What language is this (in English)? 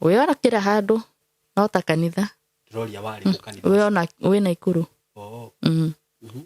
Kikuyu